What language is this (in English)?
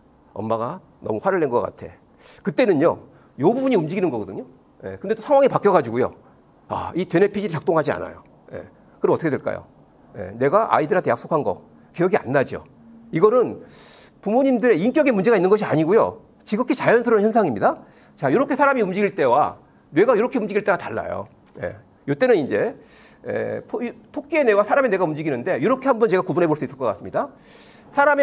Korean